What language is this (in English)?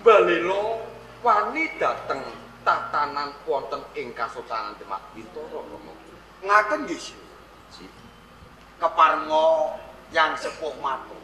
Javanese